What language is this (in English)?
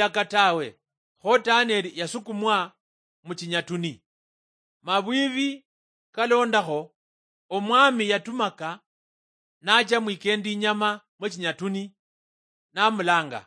Luyia